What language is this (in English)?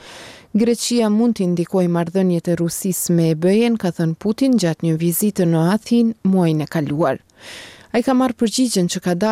Albanian